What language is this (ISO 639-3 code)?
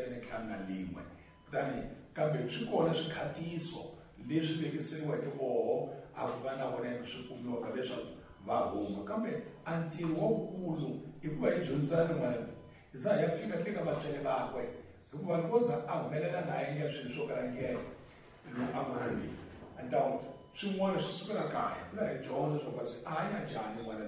tso